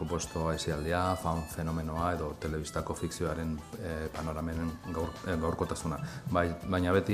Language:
Basque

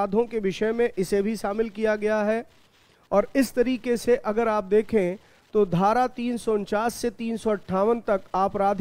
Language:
Hindi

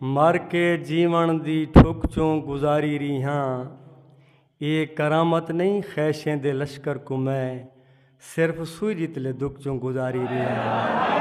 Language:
Saraiki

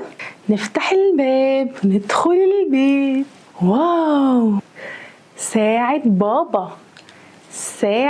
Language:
Egyptian Arabic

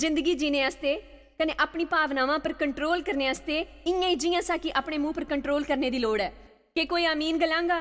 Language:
Dogri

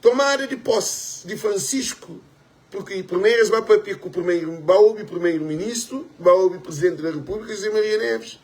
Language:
Kabuverdianu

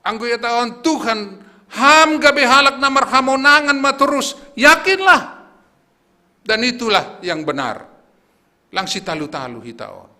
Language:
Batak Simalungun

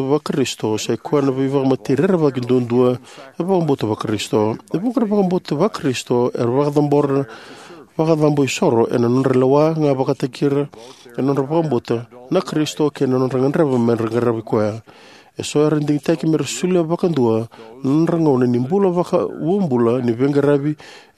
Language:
Fijian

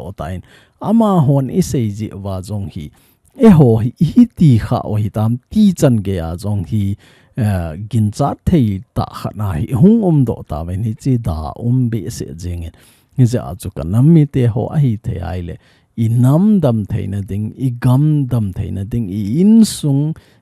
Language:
Thado Chin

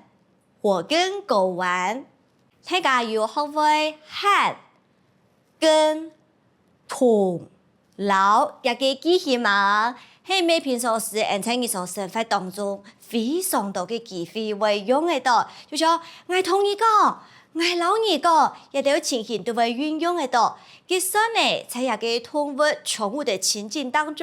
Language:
Hakka Chinese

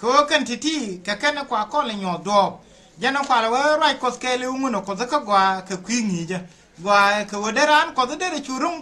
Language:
Nuer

